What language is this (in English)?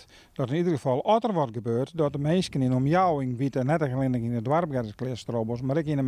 Western Frisian